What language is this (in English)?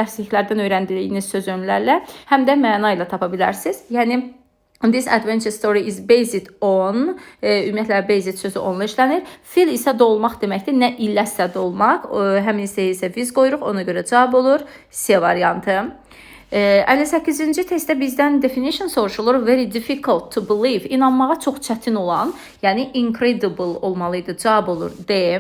Azerbaijani